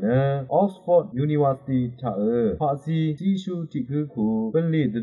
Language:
Rawang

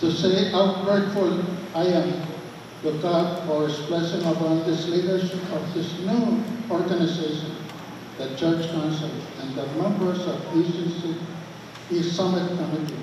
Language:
Pohnpeian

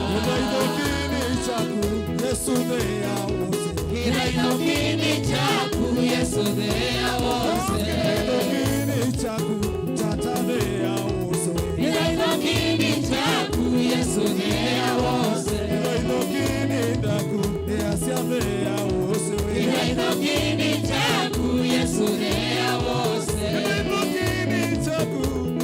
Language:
Kamba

